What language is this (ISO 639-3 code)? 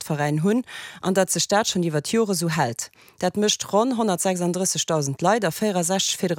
ltz